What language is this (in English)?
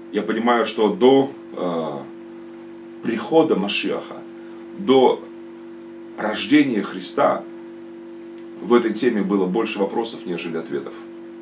Russian